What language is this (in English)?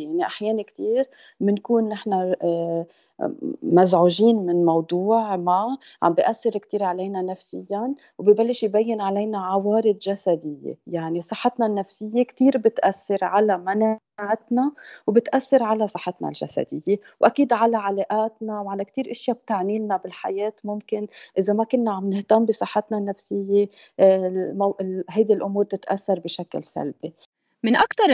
North Levantine Arabic